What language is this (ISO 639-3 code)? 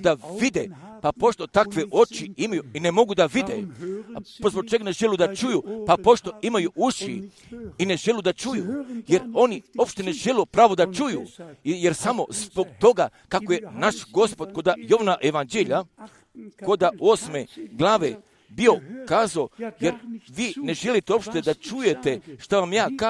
hrv